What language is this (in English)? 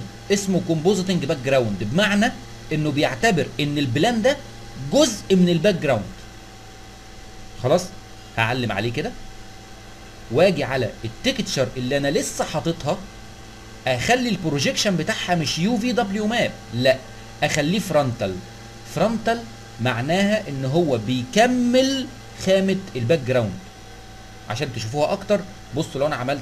Egyptian Arabic